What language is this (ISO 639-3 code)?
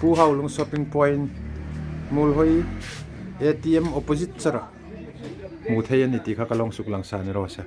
hmr